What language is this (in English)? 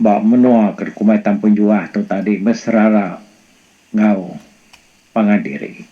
Iban